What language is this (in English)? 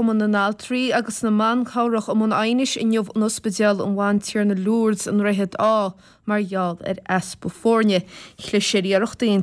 Irish